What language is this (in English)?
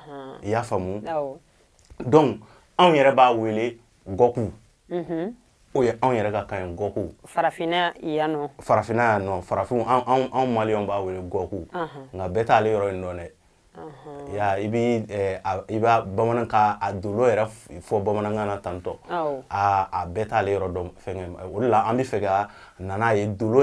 Bambara